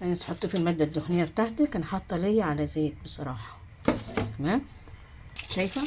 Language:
Egyptian Arabic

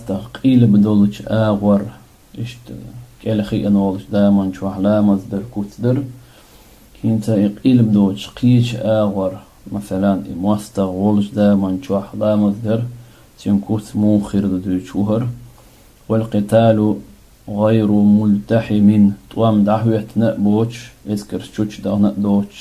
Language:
Chechen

